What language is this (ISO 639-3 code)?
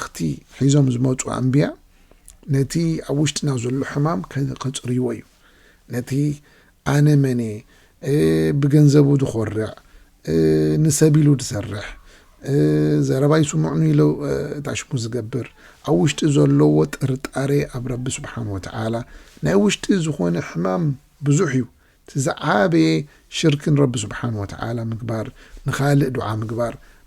tir